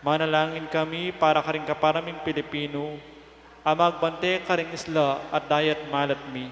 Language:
Pampanga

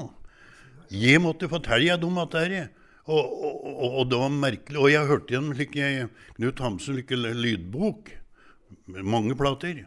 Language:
Norwegian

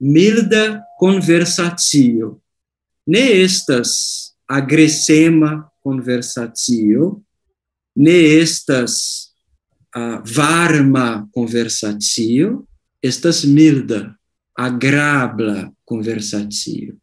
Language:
Esperanto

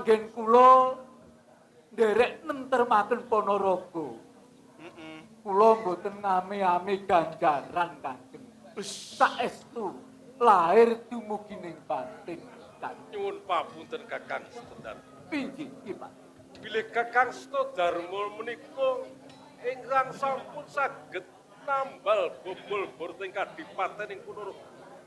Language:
Javanese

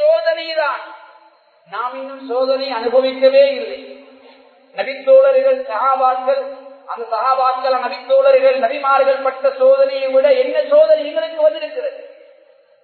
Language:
Tamil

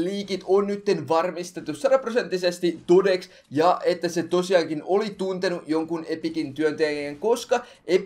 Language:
Finnish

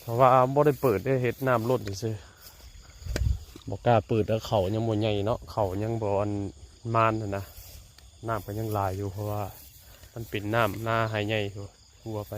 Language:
Northeastern Thai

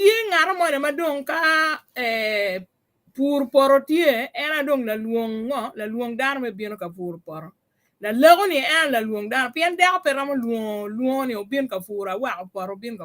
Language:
Acoli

